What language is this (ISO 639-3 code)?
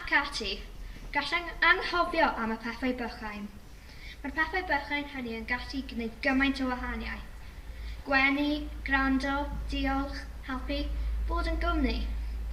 cym